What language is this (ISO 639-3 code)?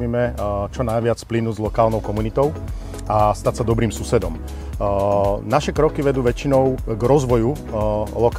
slk